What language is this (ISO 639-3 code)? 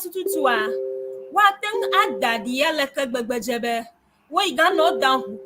ewe